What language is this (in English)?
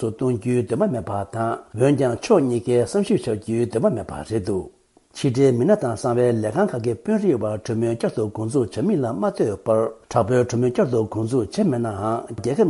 Tibetan